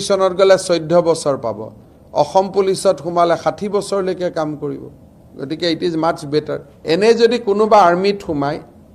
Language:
Assamese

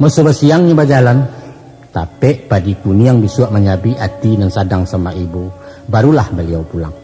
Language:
Minangkabau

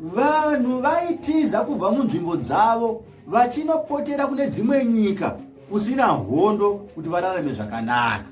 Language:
Shona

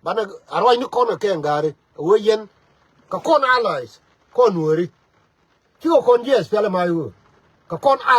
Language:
Nuer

